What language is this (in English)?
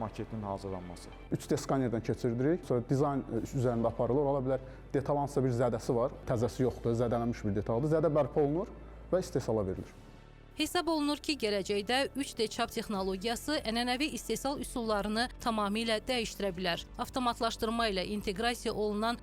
Azerbaijani